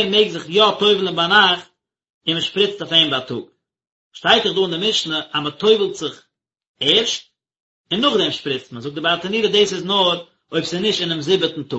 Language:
Yiddish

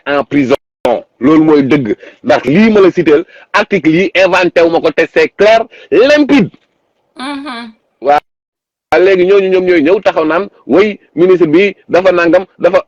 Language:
Wolof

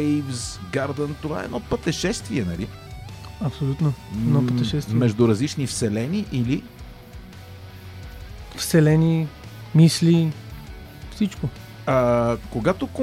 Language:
Bulgarian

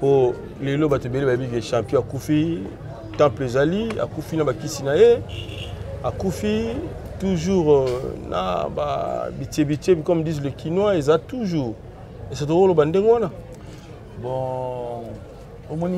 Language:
Lingala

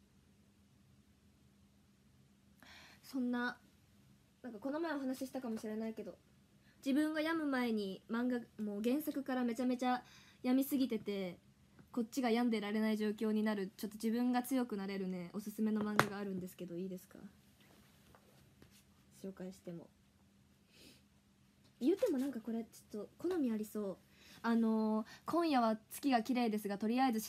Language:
Japanese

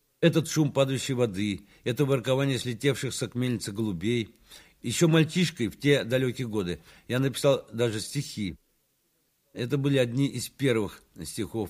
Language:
Russian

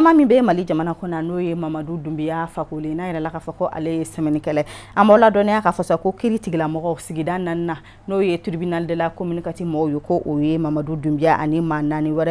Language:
Bambara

